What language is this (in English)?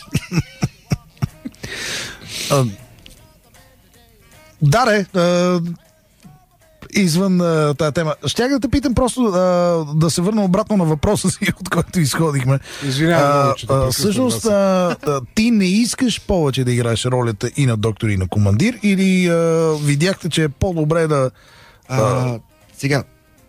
Bulgarian